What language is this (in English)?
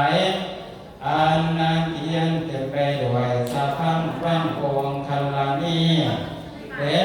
Northeastern Thai